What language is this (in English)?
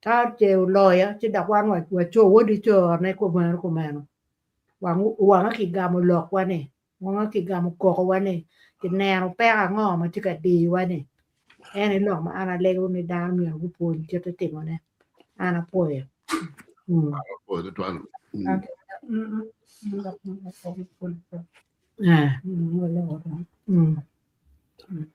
Acoli